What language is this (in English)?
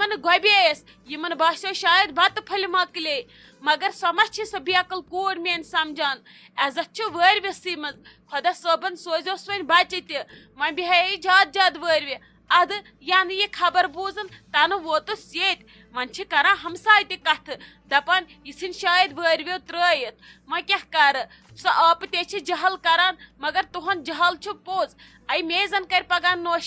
Kashmiri